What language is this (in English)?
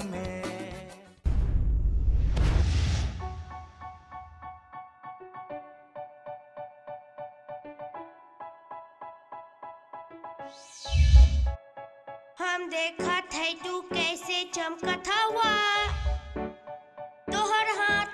Bhojpuri